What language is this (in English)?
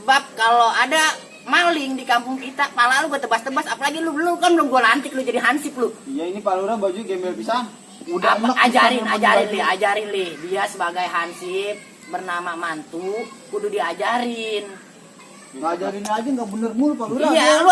Betawi